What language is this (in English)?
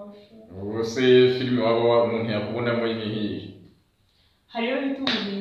Kinyarwanda